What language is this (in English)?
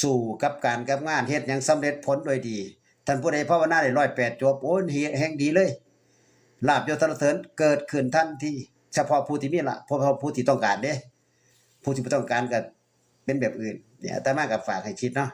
Northeastern Thai